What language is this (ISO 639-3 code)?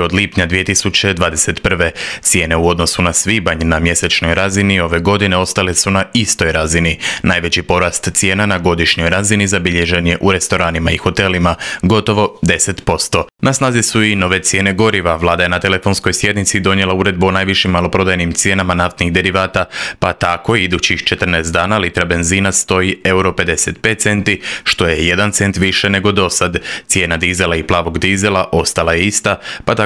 hrv